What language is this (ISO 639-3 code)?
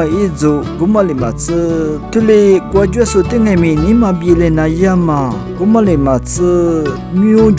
lis